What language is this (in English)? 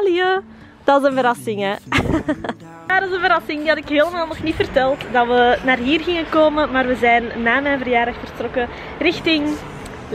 Dutch